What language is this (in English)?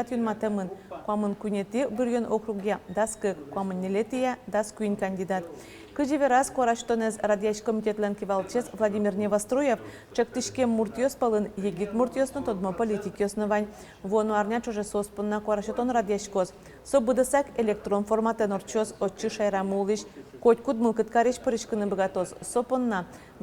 Udmurt